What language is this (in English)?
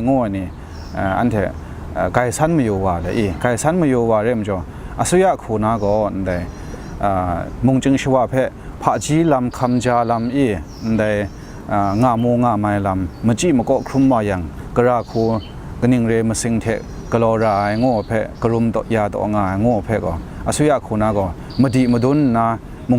Kachin